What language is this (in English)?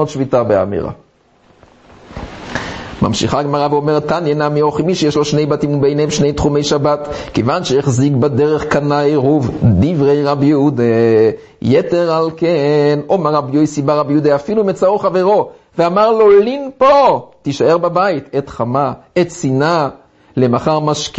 Hebrew